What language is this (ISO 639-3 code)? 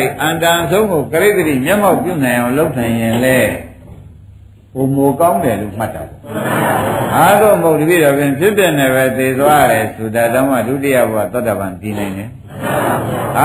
mya